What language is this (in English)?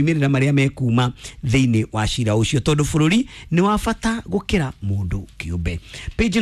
Kikuyu